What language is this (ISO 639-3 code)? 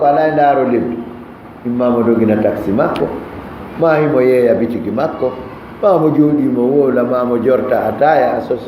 ful